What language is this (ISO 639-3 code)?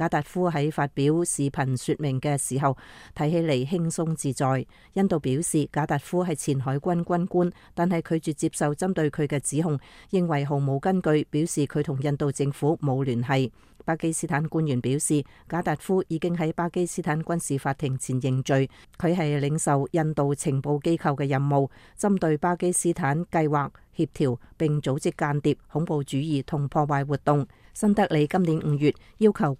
yue